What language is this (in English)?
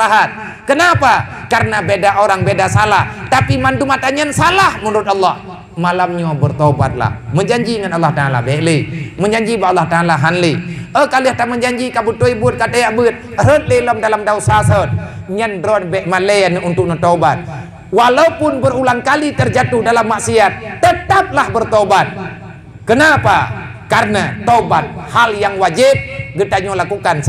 Achinese